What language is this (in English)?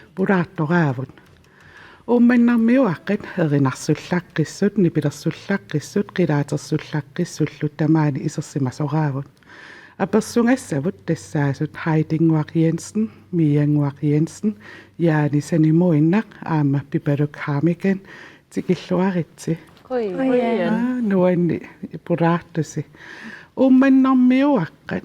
Kalaallisut